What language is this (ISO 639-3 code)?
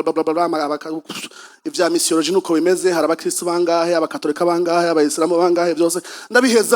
run